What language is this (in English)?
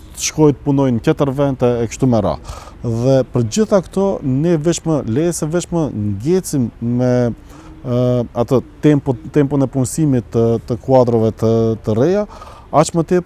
Albanian